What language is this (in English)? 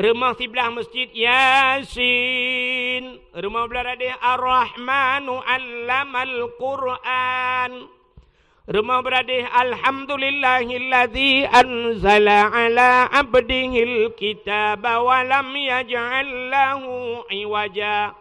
Achinese